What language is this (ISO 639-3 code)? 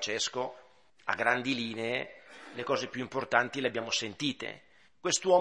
ita